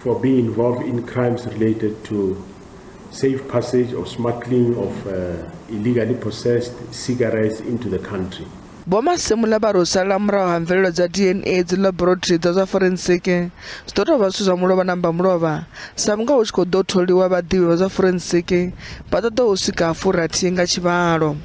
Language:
Venda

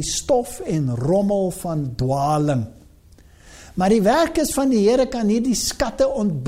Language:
Afrikaans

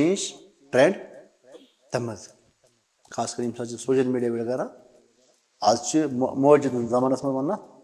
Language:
Kashmiri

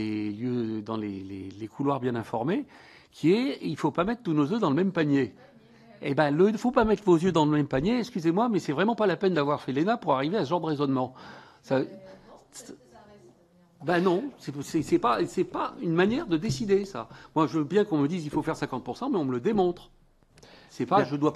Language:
French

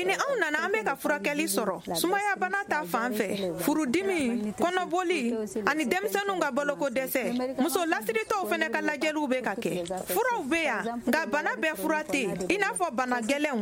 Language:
Bambara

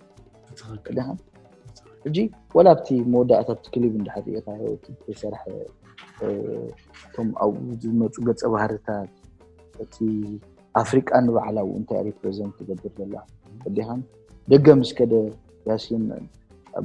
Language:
Tigrinya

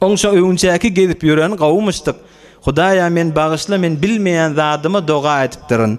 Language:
Turkmen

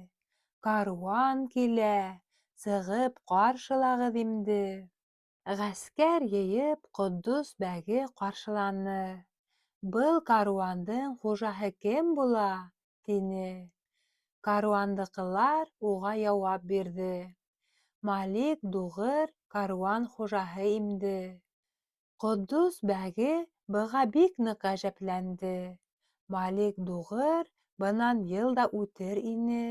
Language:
Bashkir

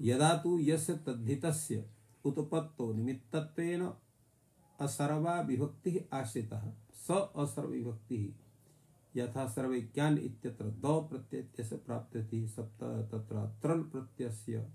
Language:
Sanskrit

